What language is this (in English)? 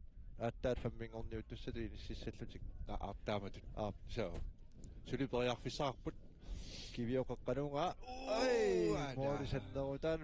Kalaallisut